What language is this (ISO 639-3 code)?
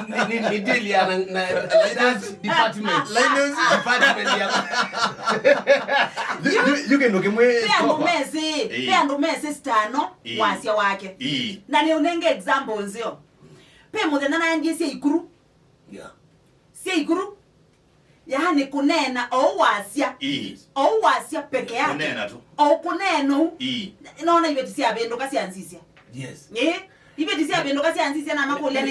kam